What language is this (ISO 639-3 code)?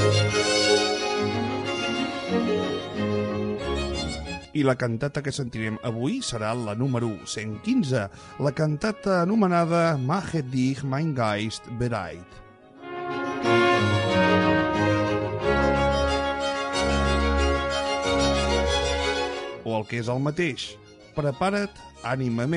cat